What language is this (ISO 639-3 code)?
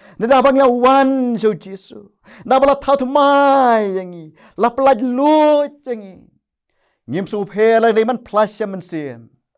kha